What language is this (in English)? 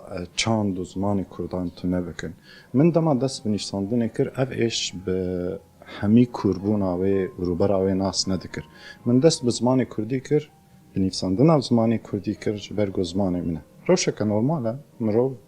Kurdish